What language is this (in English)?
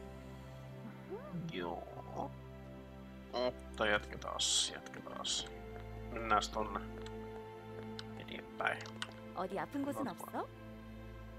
Finnish